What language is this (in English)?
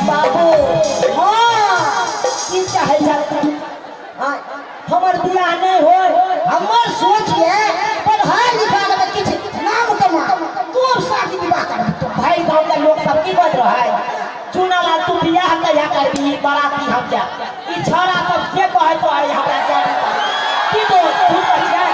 Maithili